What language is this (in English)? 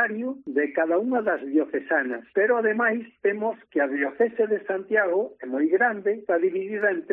Galician